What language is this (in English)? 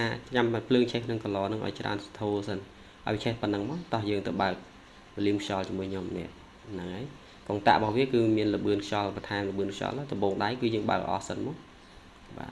Khmer